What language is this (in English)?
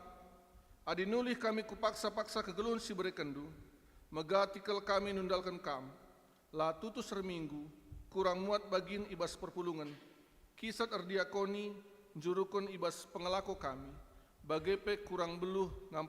Batak Karo